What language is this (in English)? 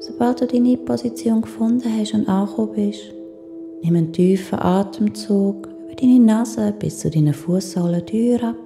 Swiss German